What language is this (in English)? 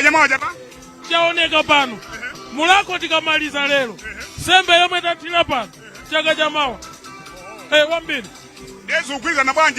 Nyanja